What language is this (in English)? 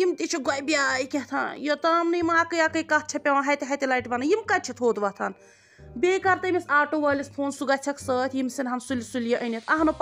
Kashmiri